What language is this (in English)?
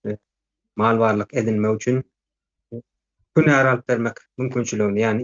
Turkmen